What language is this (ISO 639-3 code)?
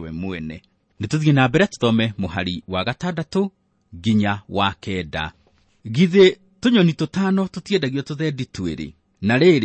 kik